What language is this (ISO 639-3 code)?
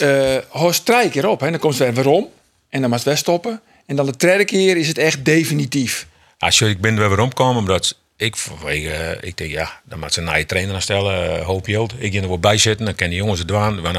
fry